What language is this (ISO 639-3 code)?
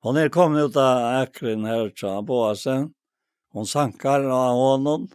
fao